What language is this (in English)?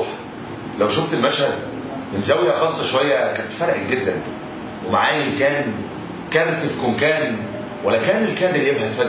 Egyptian Arabic